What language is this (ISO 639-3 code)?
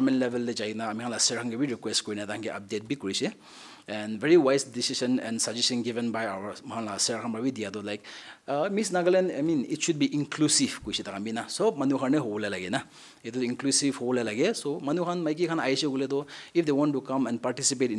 nag